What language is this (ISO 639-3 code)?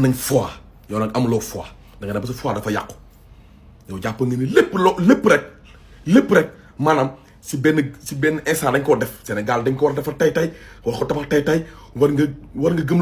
wol